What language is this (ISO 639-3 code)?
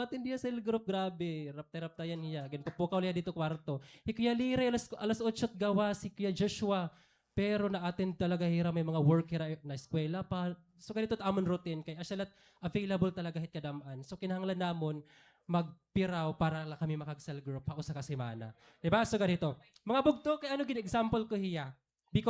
war